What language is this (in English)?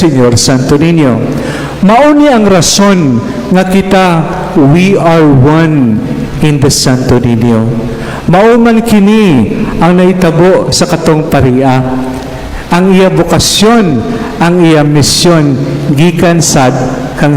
Cebuano